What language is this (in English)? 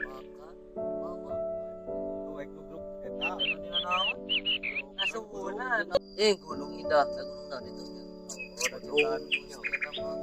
Sundanese